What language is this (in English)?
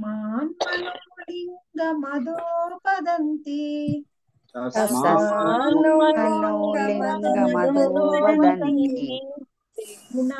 Telugu